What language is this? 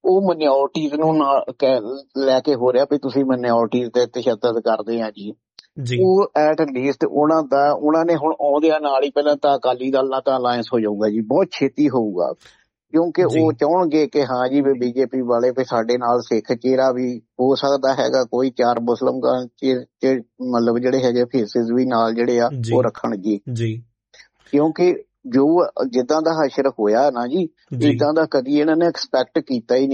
Punjabi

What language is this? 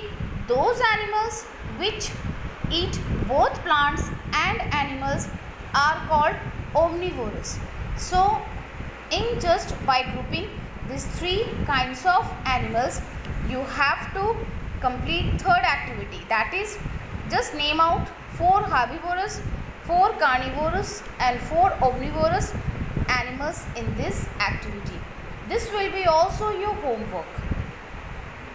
English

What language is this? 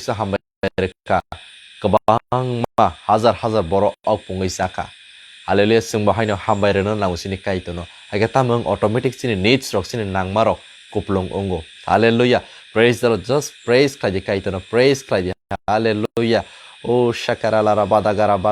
Kok Borok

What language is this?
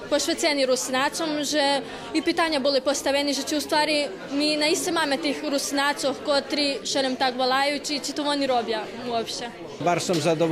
Rusyn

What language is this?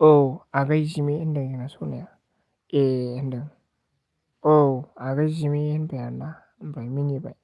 Bodo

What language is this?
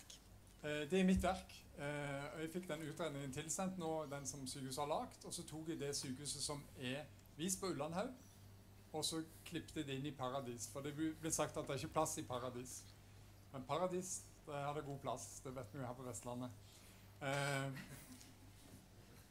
Norwegian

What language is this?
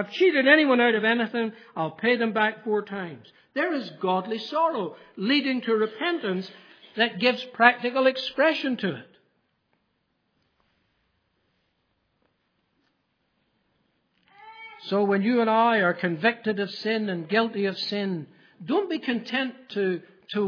English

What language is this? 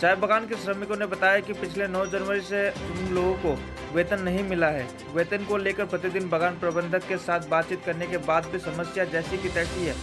Sadri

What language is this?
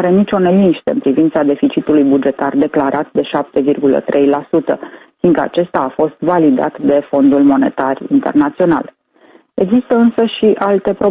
Romanian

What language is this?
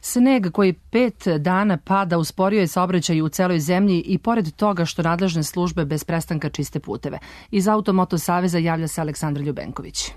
Serbian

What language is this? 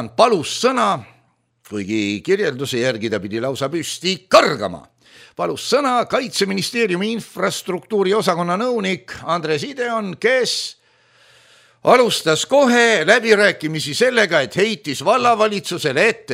Estonian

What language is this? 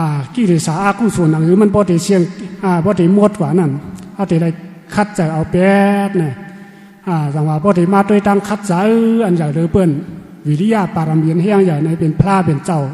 Shan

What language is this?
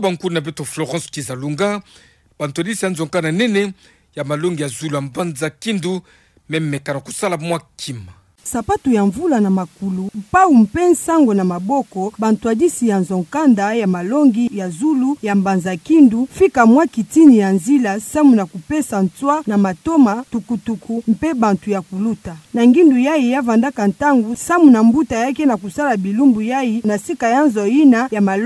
Kituba (Democratic Republic of Congo)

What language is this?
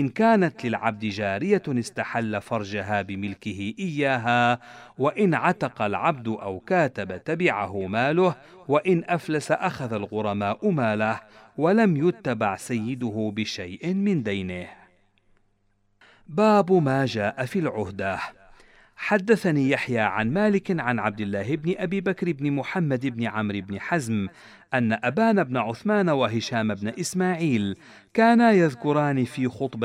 Arabic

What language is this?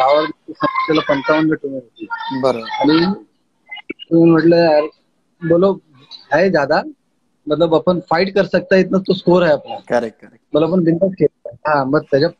Marathi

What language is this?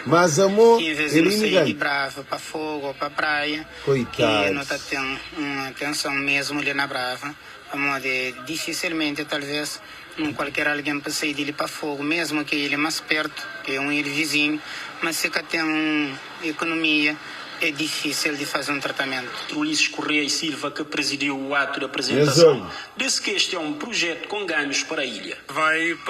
Kabuverdianu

